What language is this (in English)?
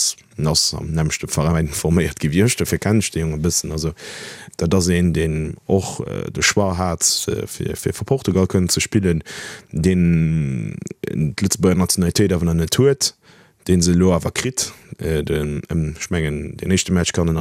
Luxembourgish